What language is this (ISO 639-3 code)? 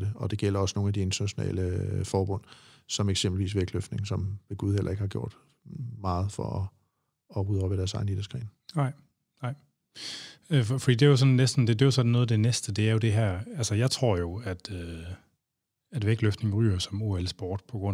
dan